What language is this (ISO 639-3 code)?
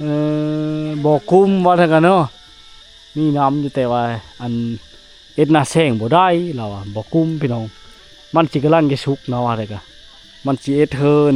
lao